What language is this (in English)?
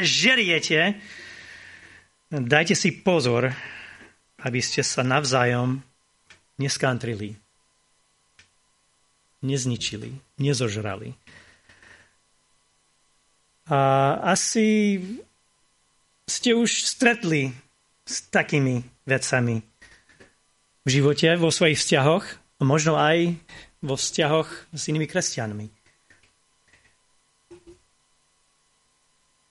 Slovak